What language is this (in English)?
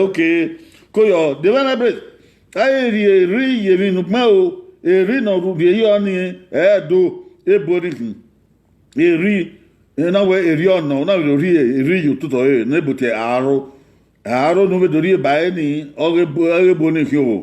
Bini